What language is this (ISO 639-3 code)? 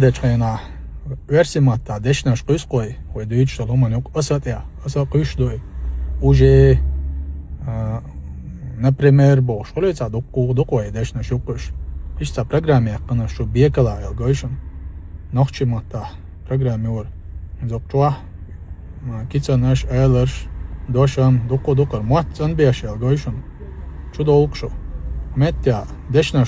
che